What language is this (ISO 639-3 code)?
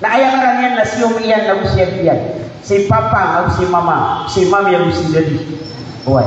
mrw